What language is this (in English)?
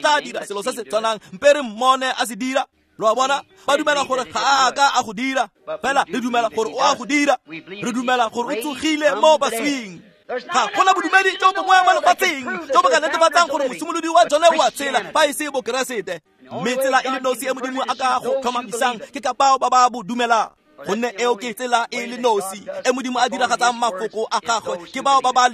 Tswana